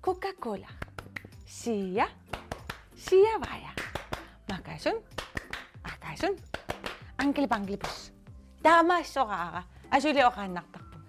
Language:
Kalaallisut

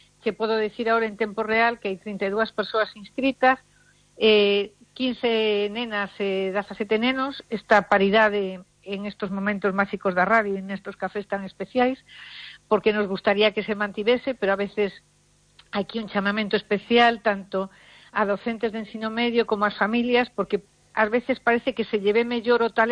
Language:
Galician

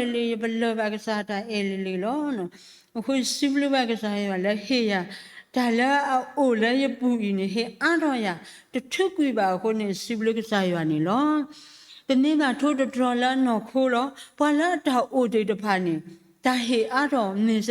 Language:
S'gaw Karen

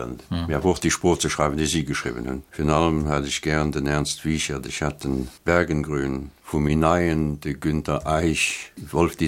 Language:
Luxembourgish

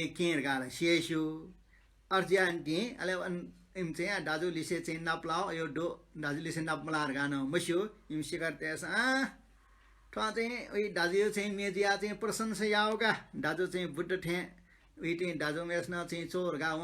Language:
Newari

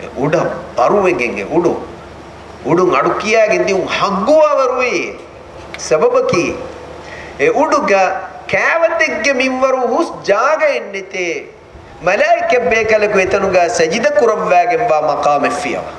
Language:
Divehi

